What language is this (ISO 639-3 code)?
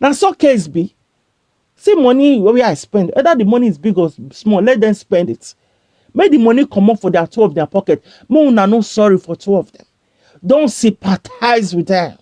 pcm